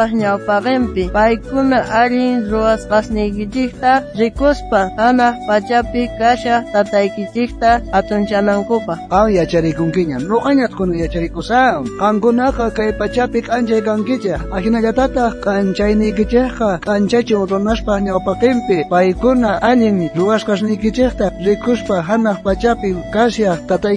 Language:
South Bolivian Quechua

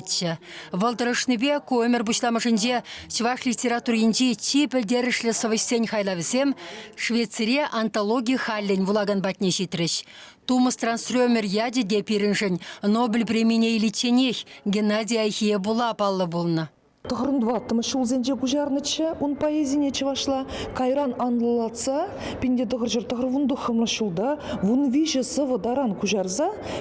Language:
Chuvash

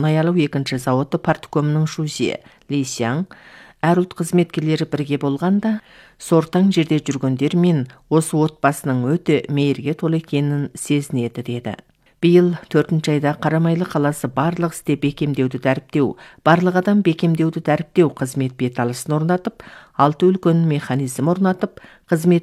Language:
Kazakh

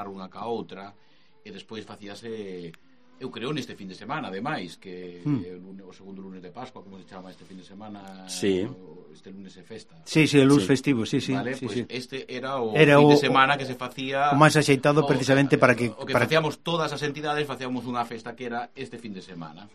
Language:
Galician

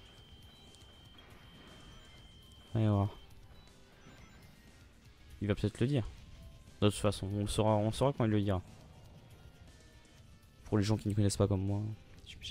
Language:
French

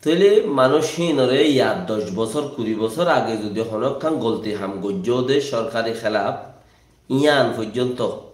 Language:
Rohingya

